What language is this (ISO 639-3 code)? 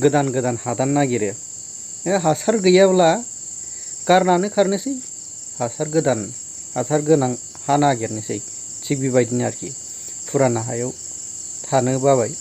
brx